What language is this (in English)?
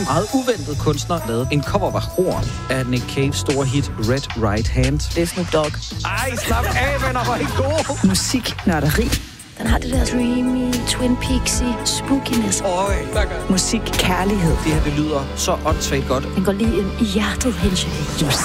Danish